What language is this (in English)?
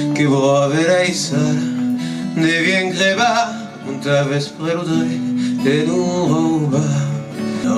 Occitan